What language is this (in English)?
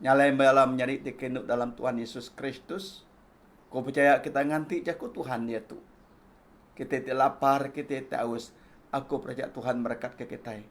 Iban